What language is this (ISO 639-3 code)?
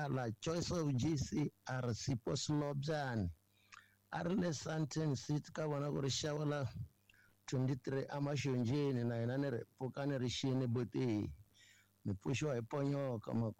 tso